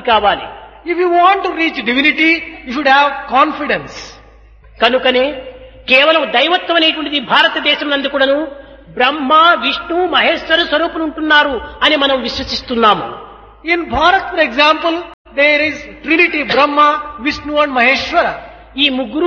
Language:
Telugu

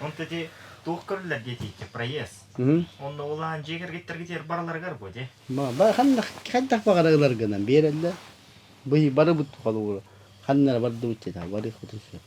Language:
Yakut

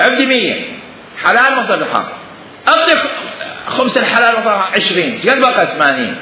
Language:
Mesopotamian Arabic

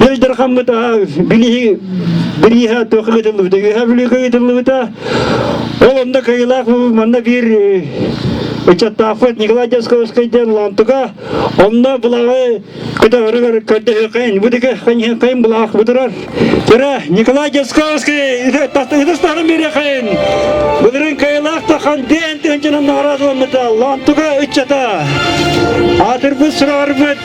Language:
Yakut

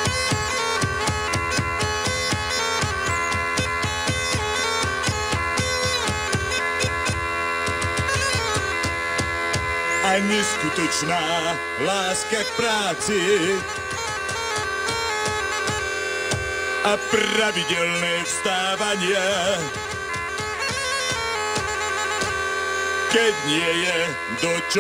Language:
Slovak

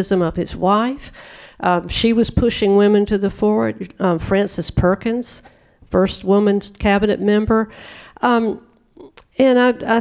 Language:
English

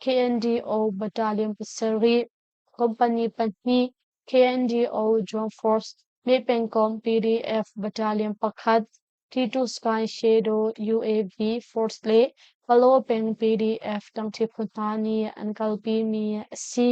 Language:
Hakha Chin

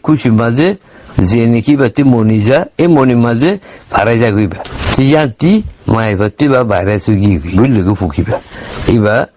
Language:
Rohingya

